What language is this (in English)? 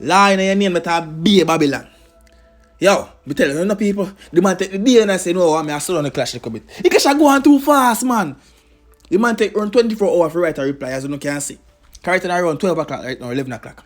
Jamaican Creole English